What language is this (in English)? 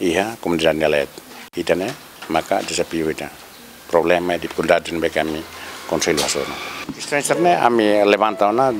Tetum